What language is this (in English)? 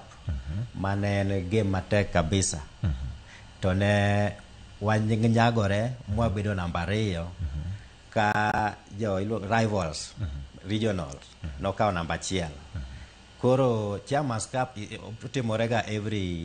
Luo (Kenya and Tanzania)